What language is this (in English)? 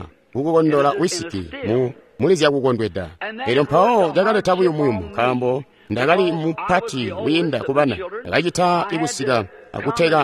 Tonga (Zambia)